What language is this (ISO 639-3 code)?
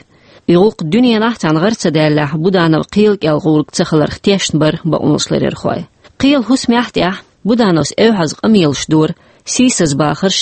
che